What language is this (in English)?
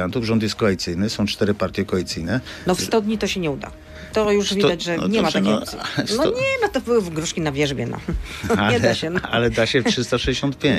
Polish